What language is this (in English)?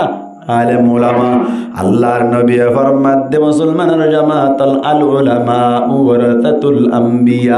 Rohingya